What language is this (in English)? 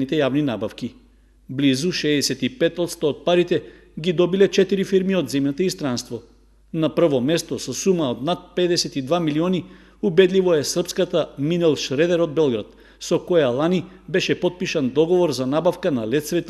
Macedonian